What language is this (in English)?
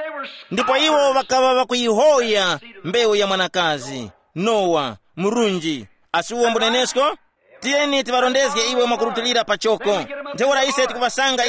Tumbuka